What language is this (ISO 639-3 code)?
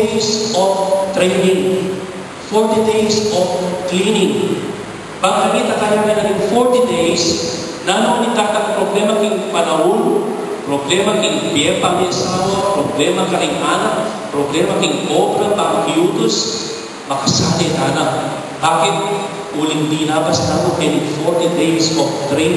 pam